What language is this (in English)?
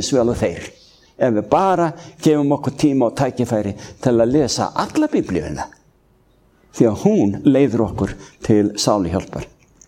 Icelandic